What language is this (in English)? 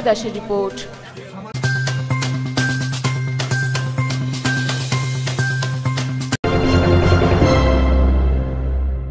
Bangla